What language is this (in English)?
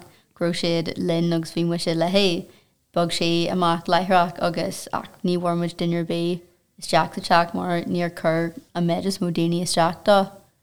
Irish